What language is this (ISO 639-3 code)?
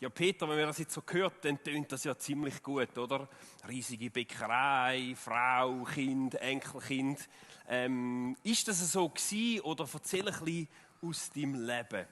gsw